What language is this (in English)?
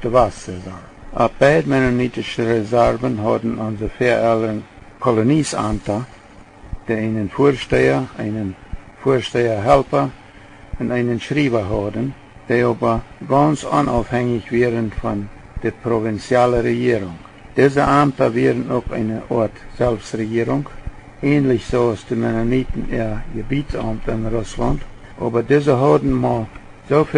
Plautdietsch